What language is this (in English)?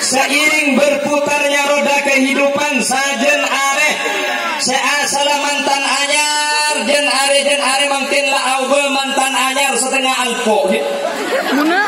Madurese